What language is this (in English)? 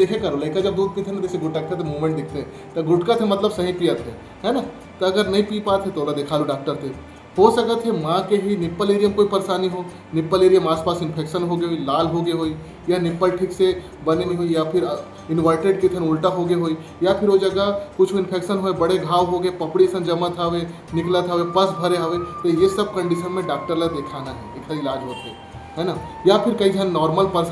Chhattisgarhi